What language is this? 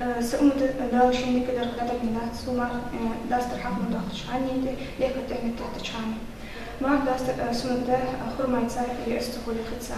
Ingush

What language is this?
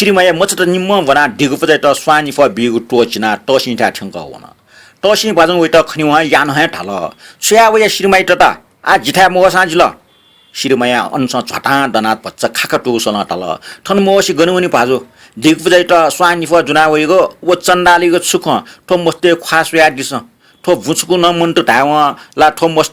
Newari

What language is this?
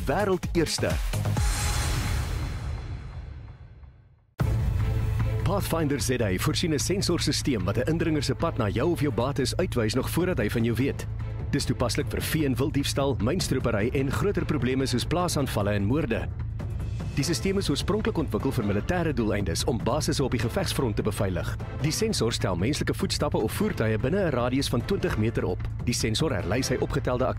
Afrikaans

